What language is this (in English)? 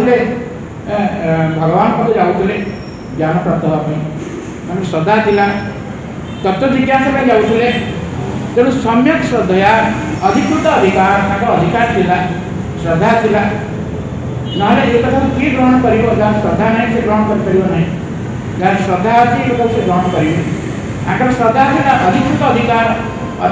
Odia